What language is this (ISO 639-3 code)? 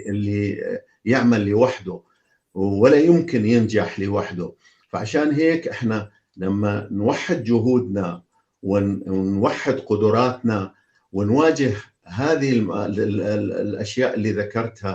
apc